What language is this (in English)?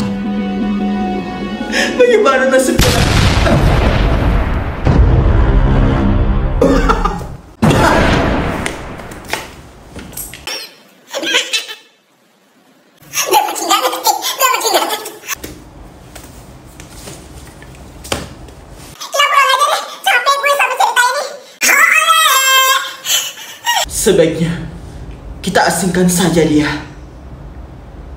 Indonesian